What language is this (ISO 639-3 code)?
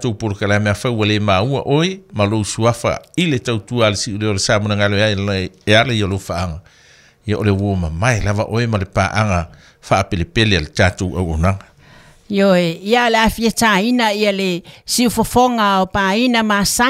smo